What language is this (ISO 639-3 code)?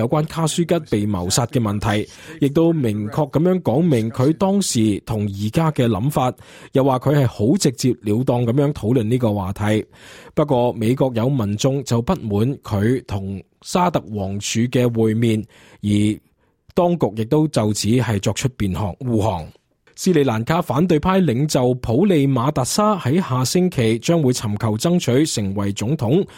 yue